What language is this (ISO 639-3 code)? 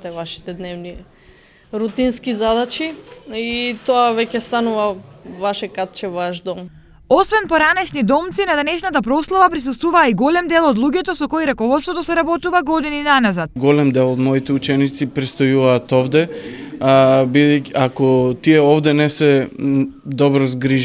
mkd